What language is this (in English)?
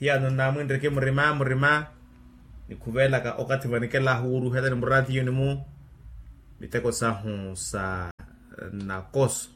Makhuwa